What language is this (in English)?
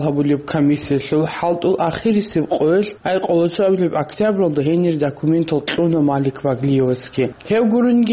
Avaric